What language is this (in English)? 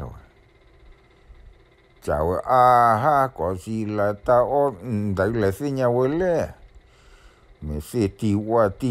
S'gaw Karen